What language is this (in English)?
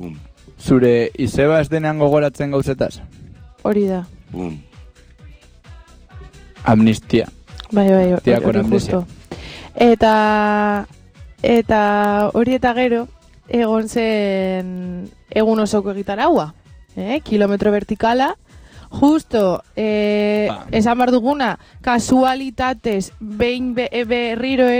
Basque